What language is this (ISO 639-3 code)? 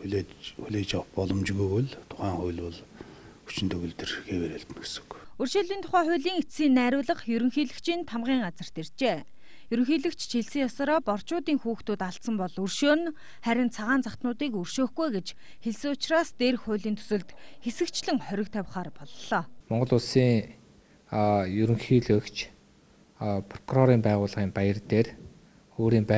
mon